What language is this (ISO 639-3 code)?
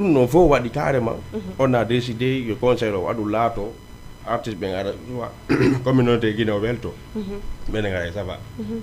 ful